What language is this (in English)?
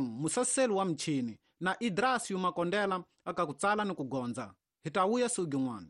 Tsonga